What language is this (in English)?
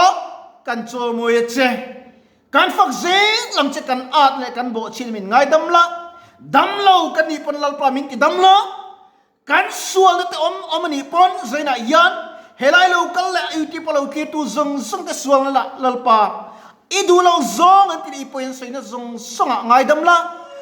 Mizo